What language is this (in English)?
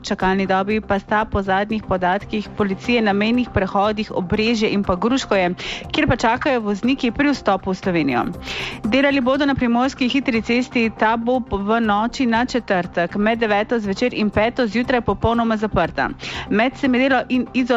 Slovenian